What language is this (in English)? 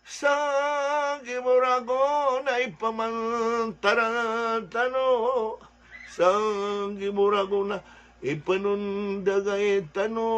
Maranao